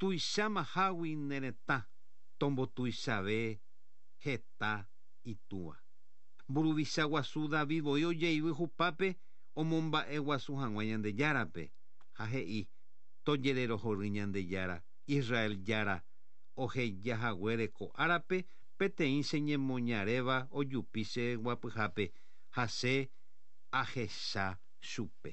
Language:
Guarani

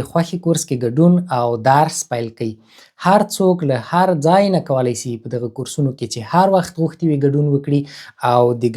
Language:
Pashto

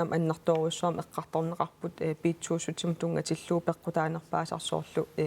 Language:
Kalaallisut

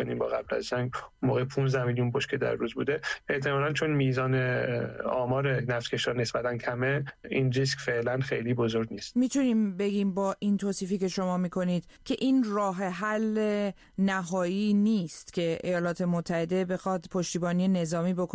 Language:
Persian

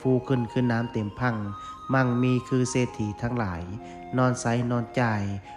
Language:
Lao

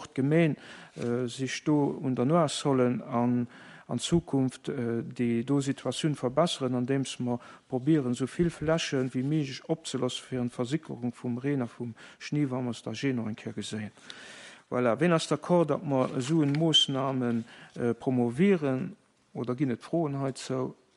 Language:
Luxembourgish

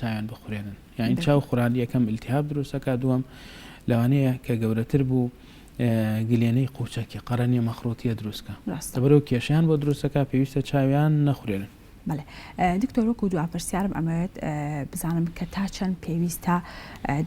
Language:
Central Kurdish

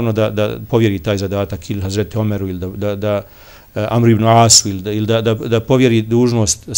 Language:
Bosnian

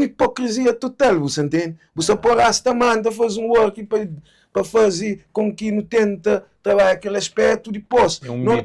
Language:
Kabuverdianu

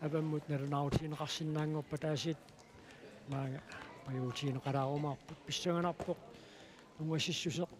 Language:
Kalaallisut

